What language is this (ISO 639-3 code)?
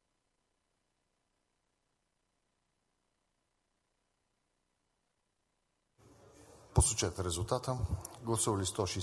bul